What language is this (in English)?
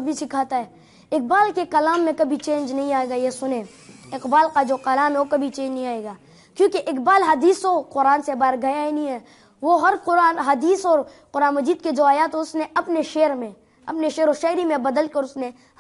Urdu